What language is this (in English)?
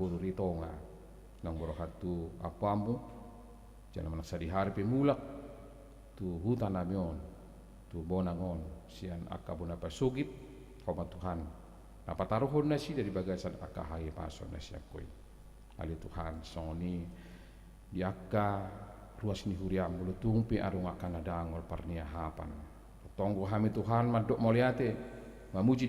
Batak Toba